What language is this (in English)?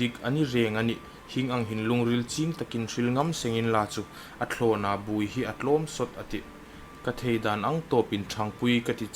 Hmar